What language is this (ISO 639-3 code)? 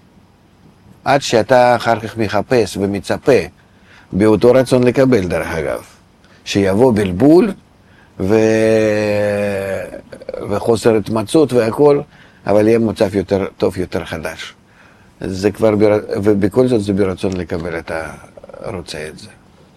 heb